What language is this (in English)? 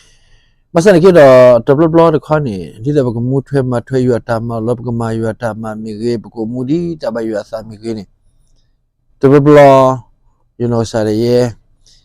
S'gaw Karen